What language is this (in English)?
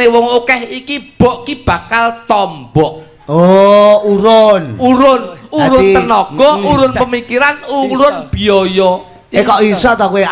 Javanese